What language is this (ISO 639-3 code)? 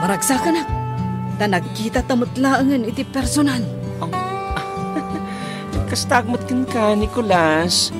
ilo